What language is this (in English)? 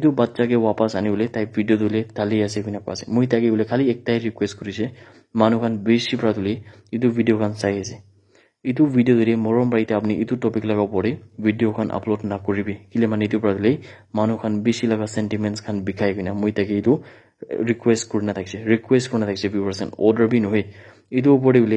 Naga Pidgin